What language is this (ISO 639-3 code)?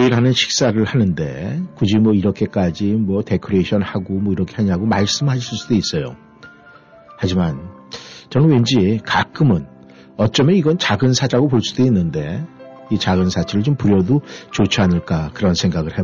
kor